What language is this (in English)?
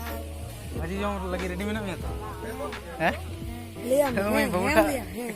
Santali